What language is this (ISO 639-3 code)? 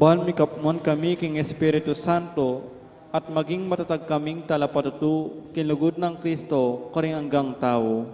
pam